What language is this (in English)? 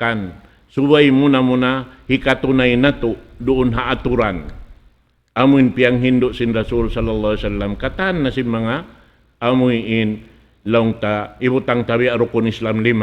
Tausug